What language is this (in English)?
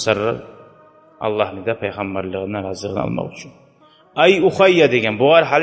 Kumyk